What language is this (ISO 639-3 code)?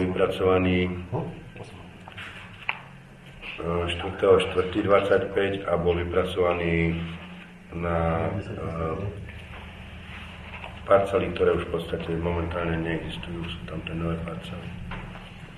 slk